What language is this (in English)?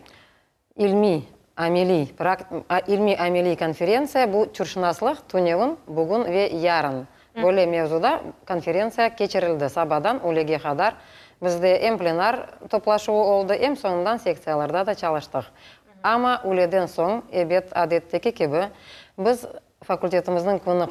Crimean Tatar